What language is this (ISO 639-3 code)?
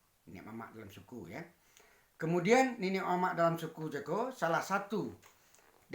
min